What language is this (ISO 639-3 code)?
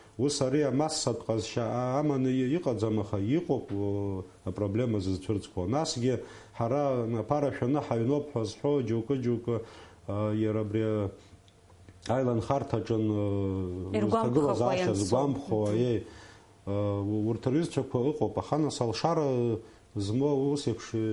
abk